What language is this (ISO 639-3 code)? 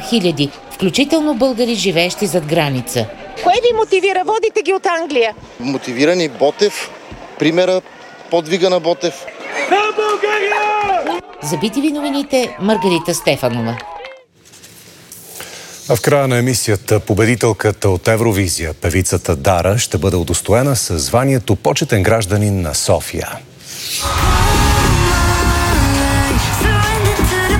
bul